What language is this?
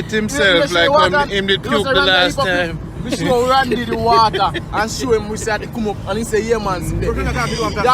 Jamaican Creole English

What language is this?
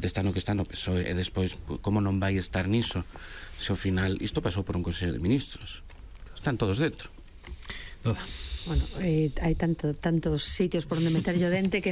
Galician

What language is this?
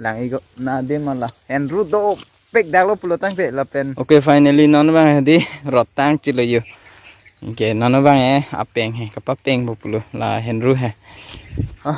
Karbi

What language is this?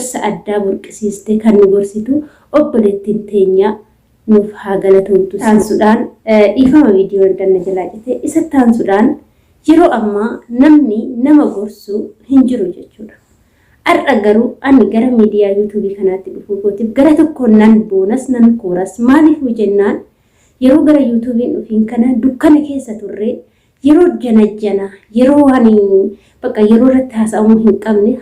Oromo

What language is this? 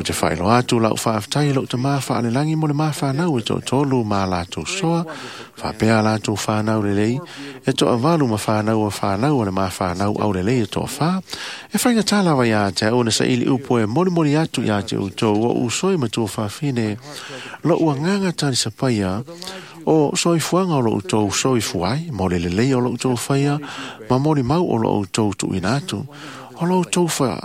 Samoan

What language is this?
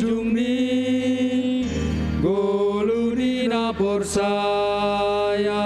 Batak Simalungun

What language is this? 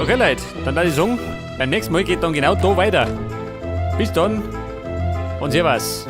Bavarian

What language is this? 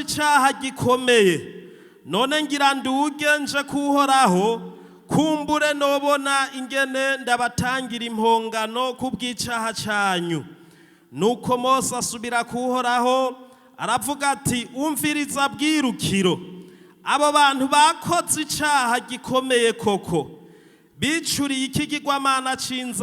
Rundi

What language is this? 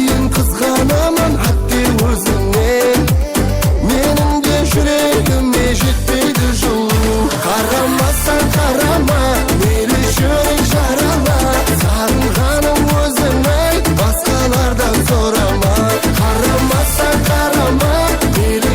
Kara-Kalpak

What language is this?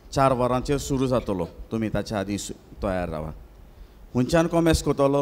Konkani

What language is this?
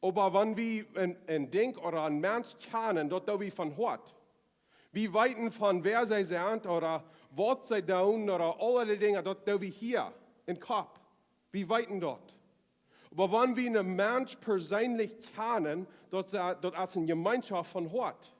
Plautdietsch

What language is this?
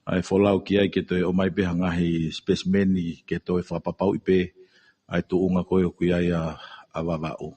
Tongan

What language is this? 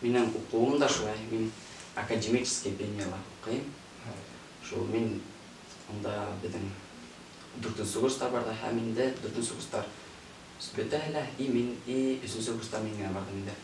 Bashkir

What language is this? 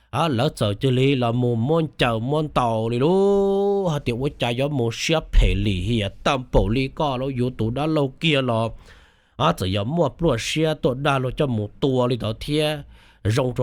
Hmong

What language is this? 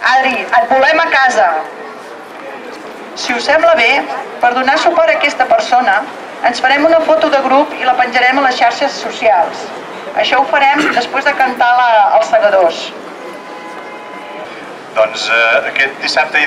Catalan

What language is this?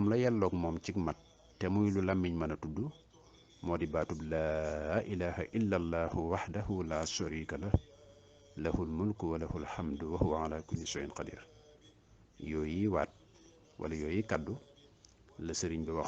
Wolof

